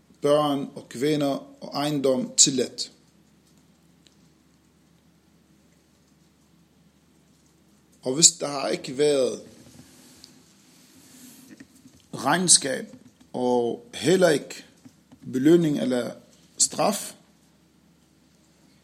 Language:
Danish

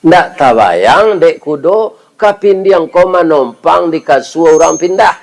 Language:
Minangkabau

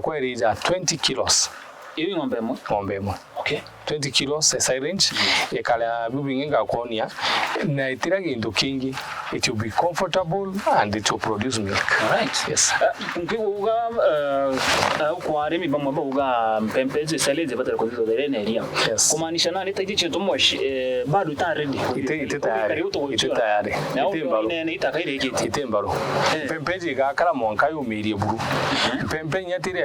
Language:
Meru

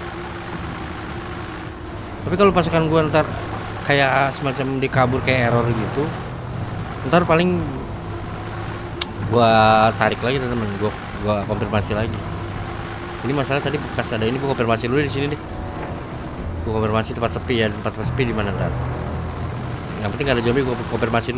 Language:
Indonesian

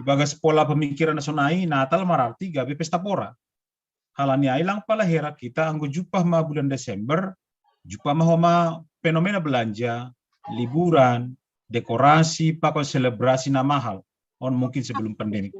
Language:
Batak Simalungun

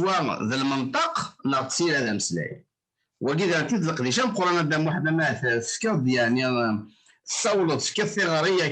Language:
Kabyle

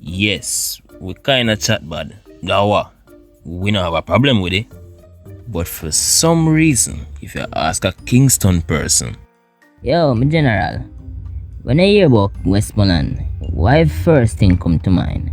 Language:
Jamaican Creole English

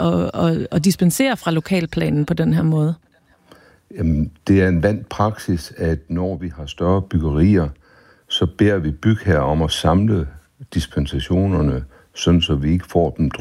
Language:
Danish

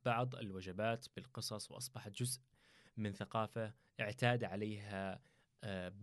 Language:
Gulf Arabic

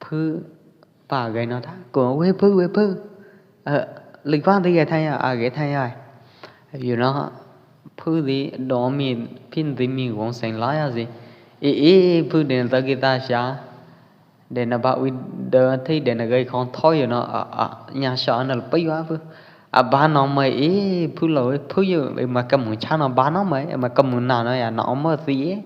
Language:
Pwo Eastern Karen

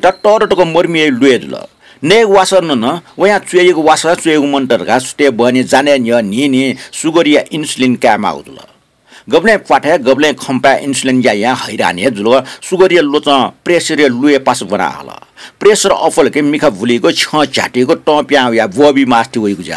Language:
Newari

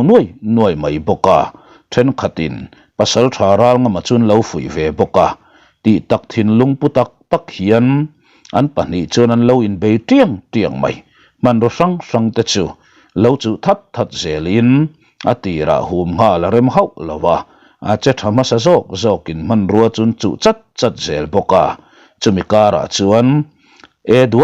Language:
Mizo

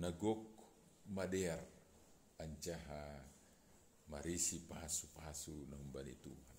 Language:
Batak Simalungun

